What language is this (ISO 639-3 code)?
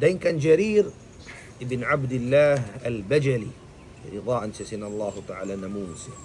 tsg